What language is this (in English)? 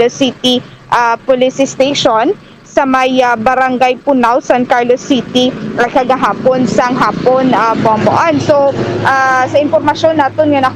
Hiligaynon